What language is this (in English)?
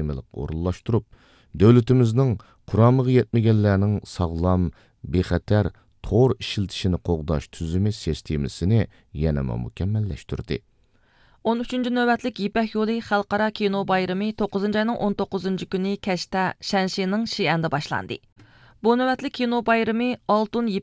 Uyghur